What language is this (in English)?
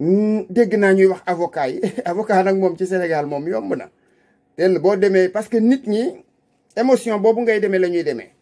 Wolof